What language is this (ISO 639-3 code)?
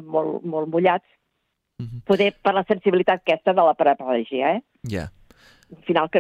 cat